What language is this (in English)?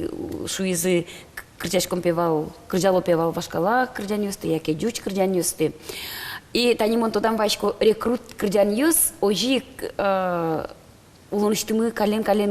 Udmurt